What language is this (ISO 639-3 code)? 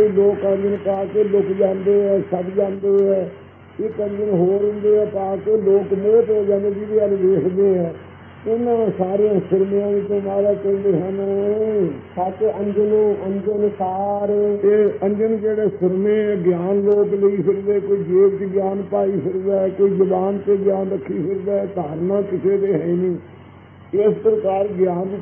pan